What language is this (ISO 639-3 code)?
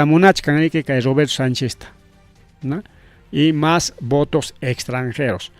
quy